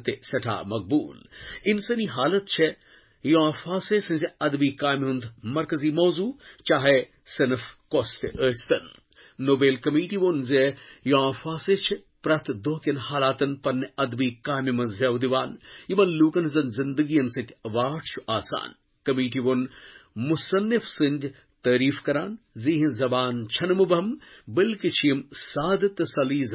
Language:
Kashmiri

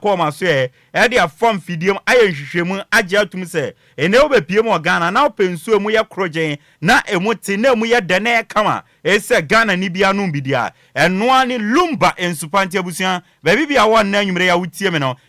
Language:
Akan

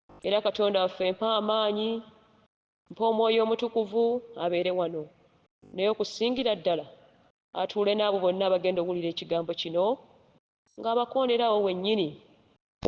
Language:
Ganda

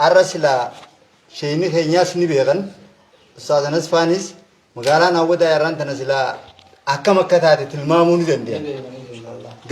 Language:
Oromo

